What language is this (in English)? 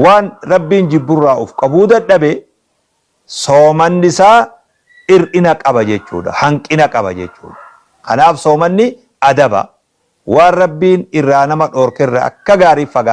Oromo